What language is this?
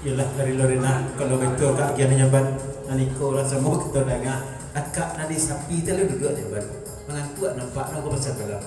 Minangkabau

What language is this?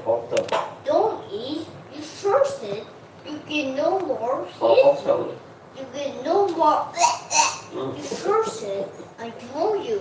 Manipuri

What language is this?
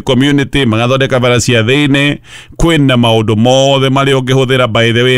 Kikuyu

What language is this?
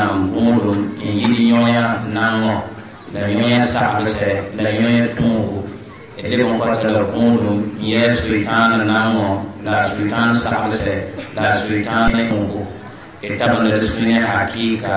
Mossi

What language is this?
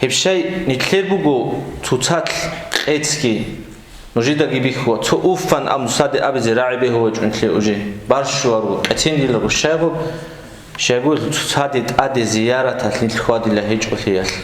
Avaric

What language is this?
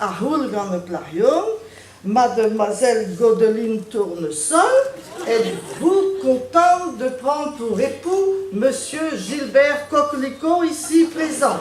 Breton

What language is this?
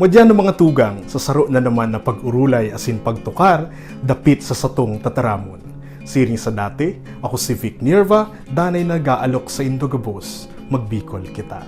Bikol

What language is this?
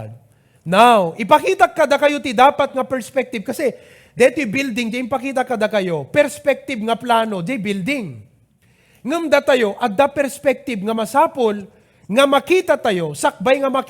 Iloko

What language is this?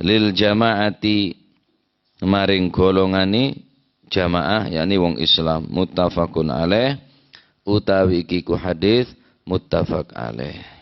Madurese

